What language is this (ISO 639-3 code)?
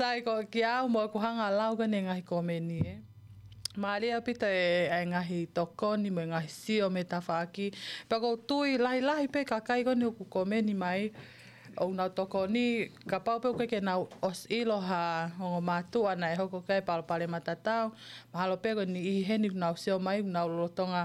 ton